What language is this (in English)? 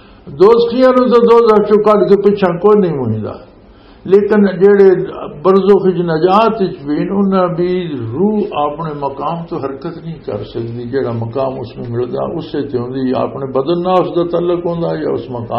Western Panjabi